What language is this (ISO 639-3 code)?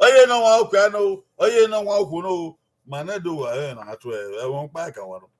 bin